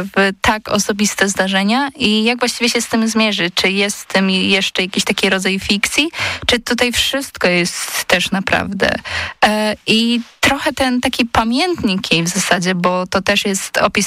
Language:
Polish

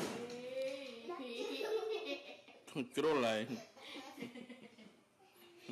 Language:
Vietnamese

